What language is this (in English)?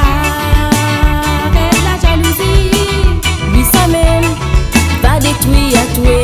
Réunion Creole French